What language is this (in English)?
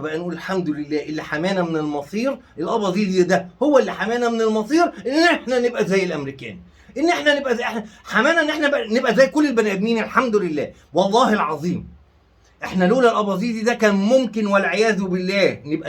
Egyptian Arabic